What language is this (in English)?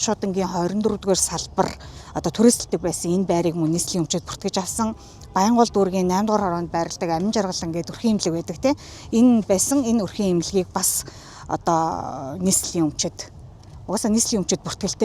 Mongolian